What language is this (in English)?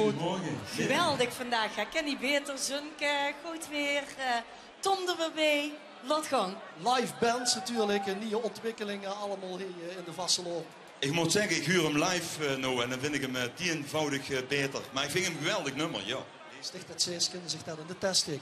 Limburgish